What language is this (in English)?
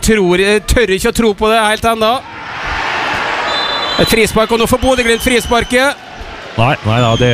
Norwegian